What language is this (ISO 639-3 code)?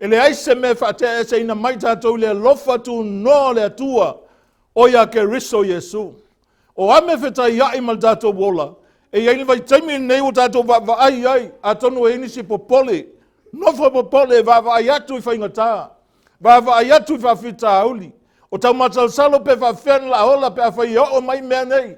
smo